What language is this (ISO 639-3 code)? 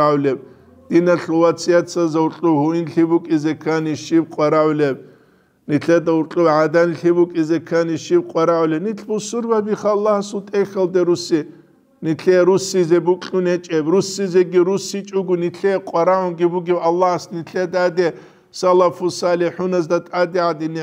ava